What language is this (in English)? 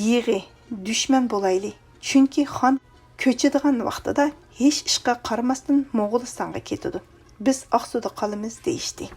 Uyghur